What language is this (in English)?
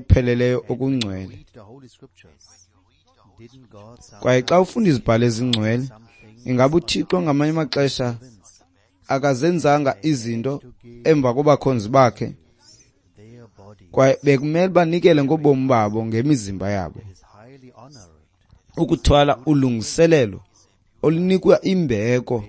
Xhosa